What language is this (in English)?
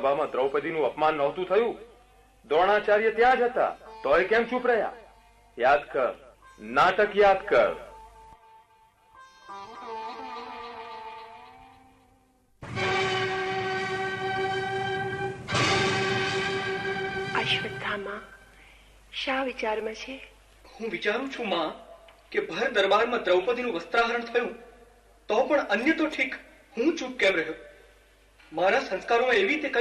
Gujarati